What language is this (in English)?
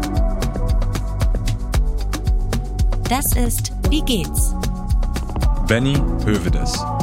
German